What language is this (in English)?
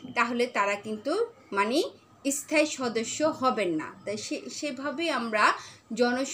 Bangla